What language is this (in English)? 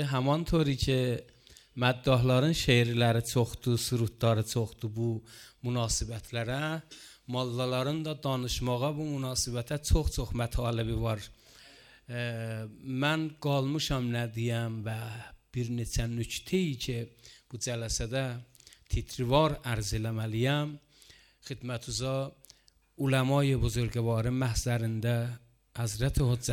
Azerbaijani